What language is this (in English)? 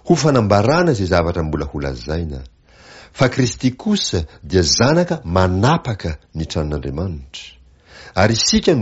Malagasy